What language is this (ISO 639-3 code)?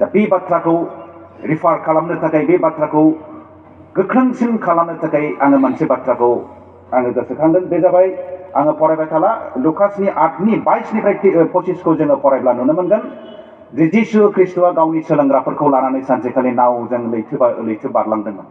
brx